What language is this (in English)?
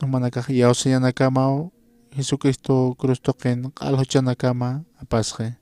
Aymara